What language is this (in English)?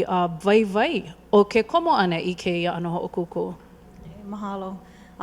Hawaiian